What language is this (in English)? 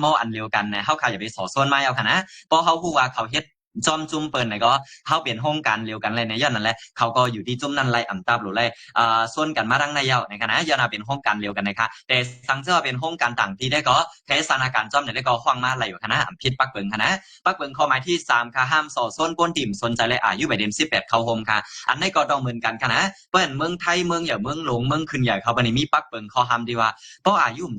Shan